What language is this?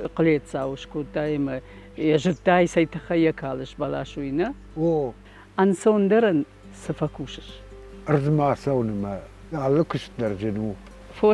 Ossetic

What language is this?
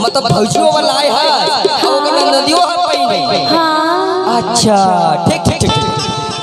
Chhattisgarhi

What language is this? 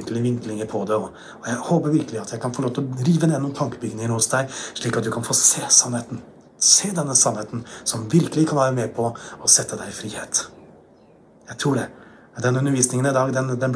Norwegian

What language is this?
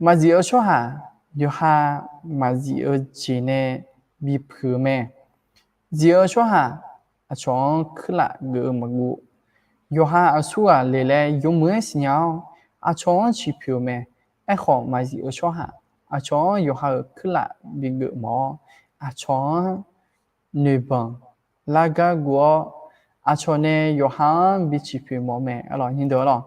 Akha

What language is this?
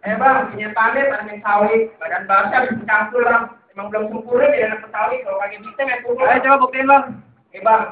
Betawi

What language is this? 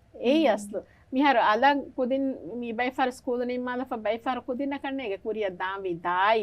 Divehi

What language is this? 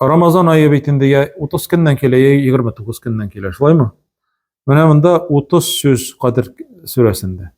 Tatar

